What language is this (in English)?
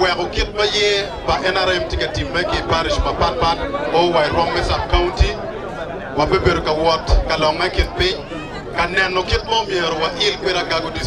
Acoli